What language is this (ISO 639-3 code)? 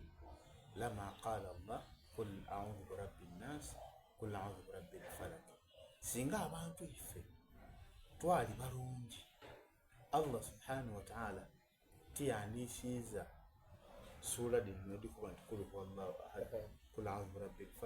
xog